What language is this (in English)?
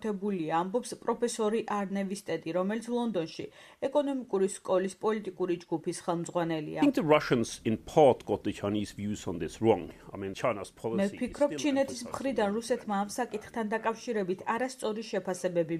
Georgian